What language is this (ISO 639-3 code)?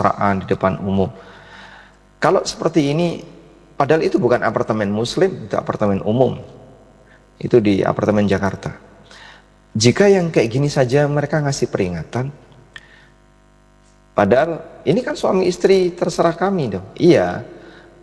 ind